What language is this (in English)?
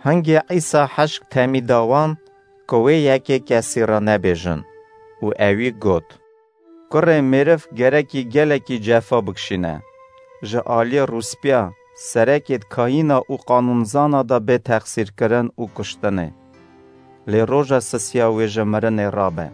Kurdish